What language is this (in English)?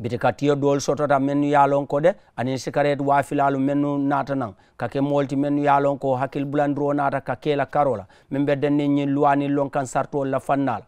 Mandingo